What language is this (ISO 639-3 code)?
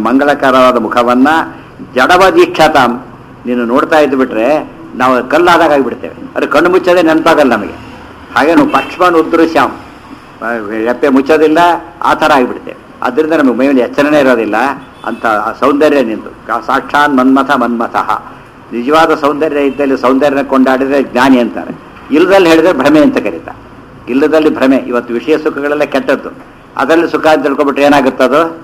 kan